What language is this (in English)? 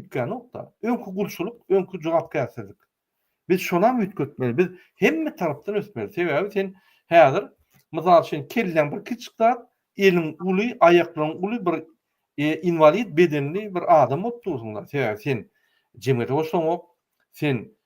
Turkmen